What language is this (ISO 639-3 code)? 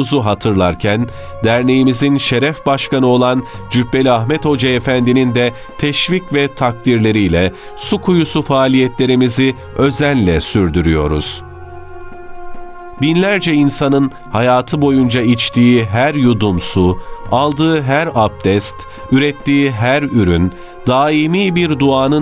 tur